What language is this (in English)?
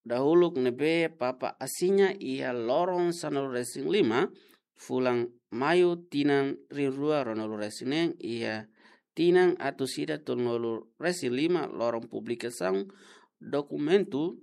Tetum